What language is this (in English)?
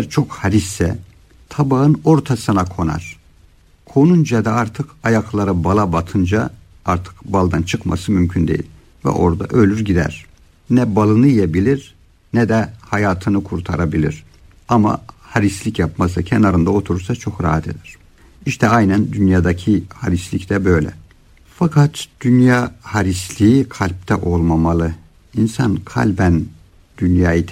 Turkish